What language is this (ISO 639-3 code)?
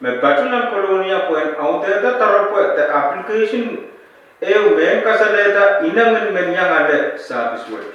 pon